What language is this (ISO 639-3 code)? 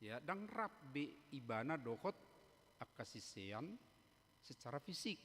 bbc